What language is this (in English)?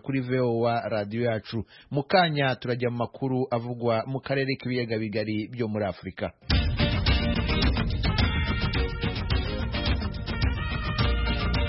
Kinyarwanda